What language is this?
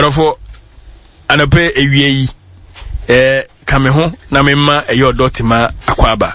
Akan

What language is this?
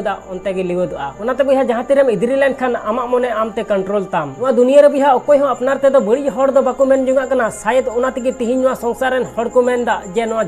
Santali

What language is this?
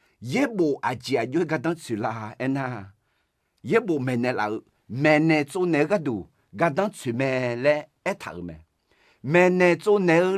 Akha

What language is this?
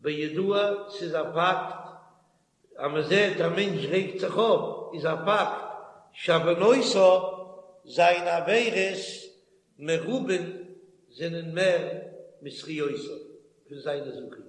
Yiddish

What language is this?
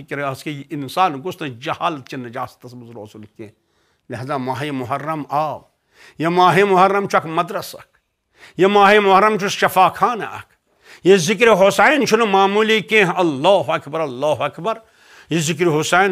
Kashmiri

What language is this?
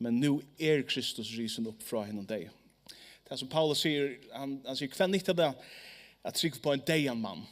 Faroese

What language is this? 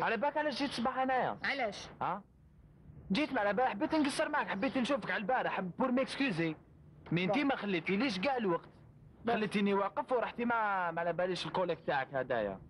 Algerian Arabic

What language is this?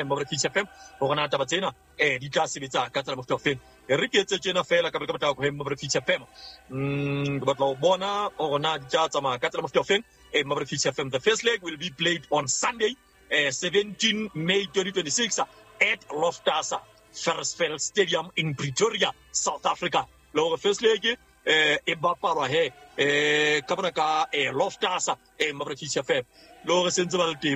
Southern Sotho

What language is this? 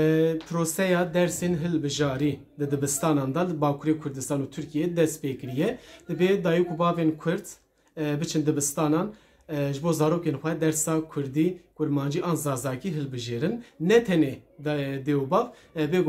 Kurdish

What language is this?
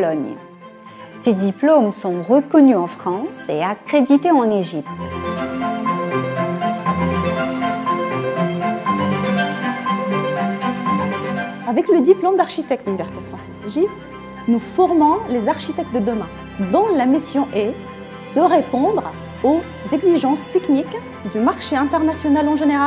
French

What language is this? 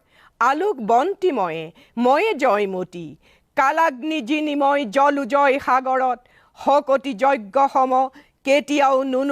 Assamese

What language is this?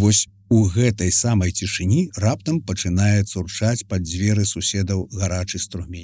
Belarusian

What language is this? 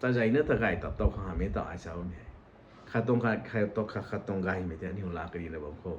Rongmei Naga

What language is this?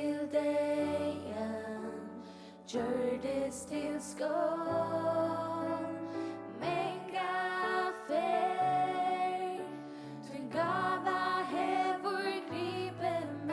Faroese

